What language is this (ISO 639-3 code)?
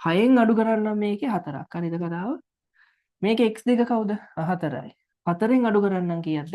sin